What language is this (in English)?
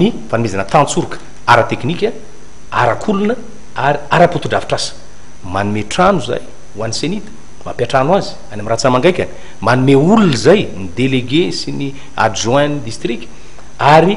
Malagasy